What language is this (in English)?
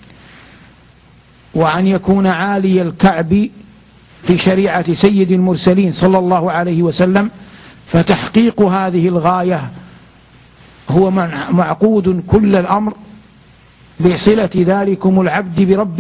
Arabic